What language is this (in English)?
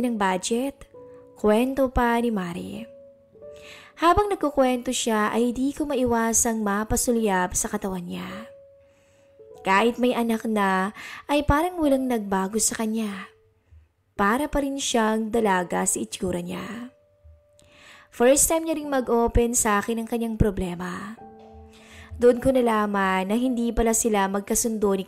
Filipino